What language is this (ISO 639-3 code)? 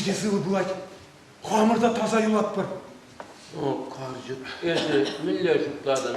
chv